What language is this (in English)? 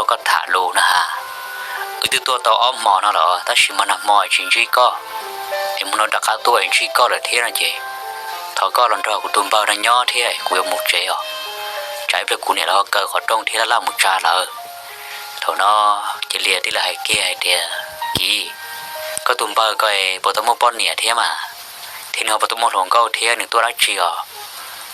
Hmong